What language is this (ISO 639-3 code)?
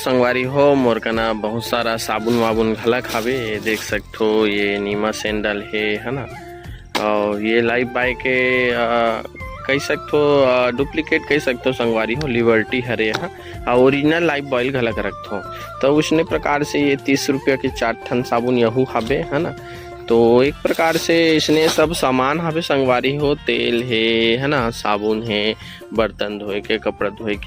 hne